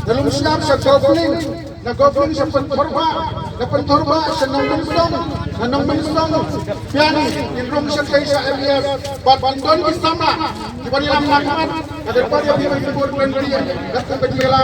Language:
Khasi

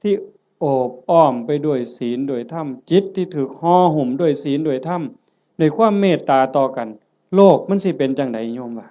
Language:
Northeastern Thai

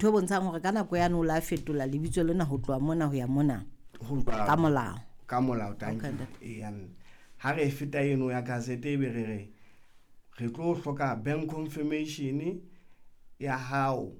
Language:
Southern Sotho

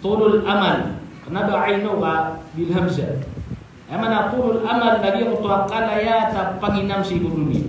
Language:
Maranao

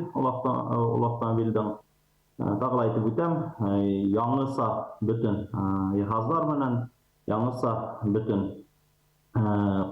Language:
Bashkir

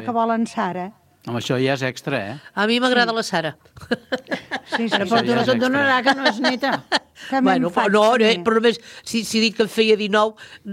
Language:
Catalan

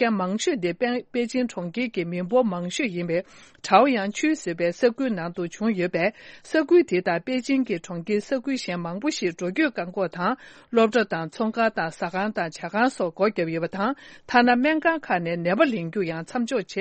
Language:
Tibetan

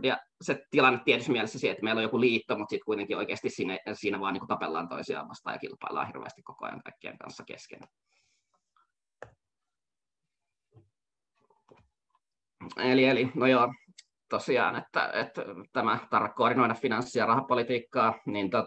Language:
Finnish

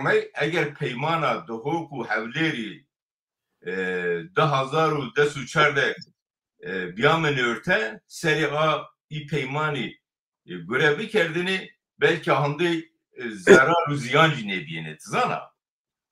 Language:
Zaza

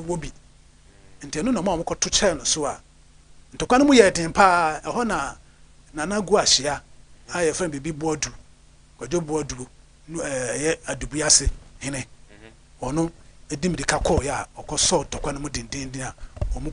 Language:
Akan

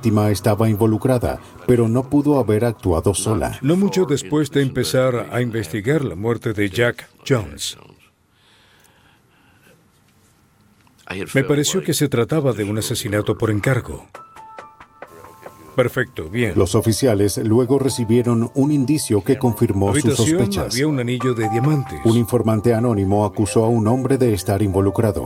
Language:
Spanish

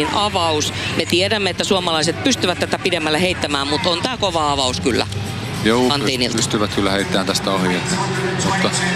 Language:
Finnish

